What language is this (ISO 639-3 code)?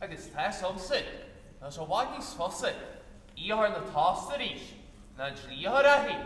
gle